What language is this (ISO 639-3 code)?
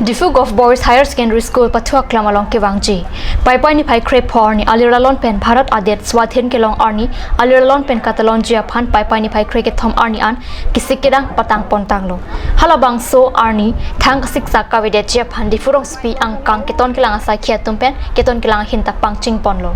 mjw